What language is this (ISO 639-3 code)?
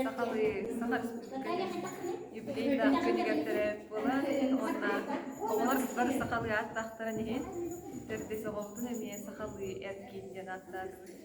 sah